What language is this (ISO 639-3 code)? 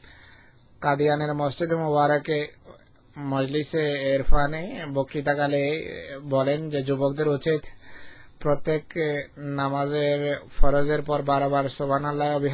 ben